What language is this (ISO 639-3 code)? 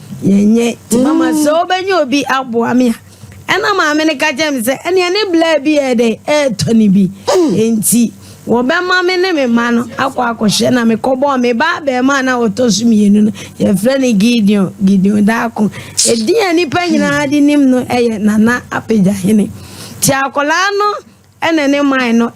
aka